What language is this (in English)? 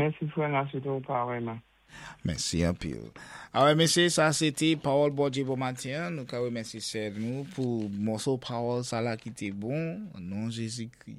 Saint Lucian Creole French